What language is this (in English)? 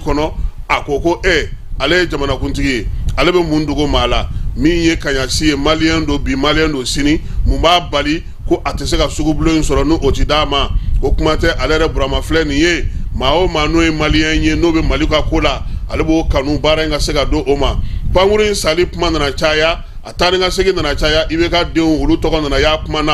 Bambara